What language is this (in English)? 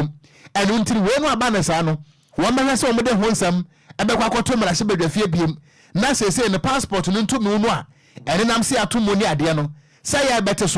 Akan